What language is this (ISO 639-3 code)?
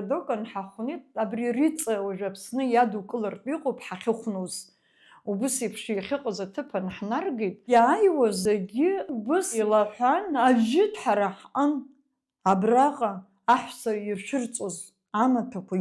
abk